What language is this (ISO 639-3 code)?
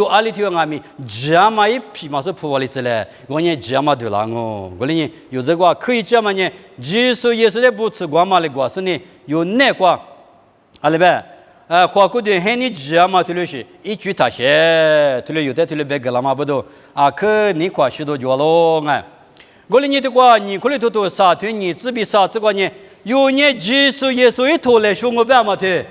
lis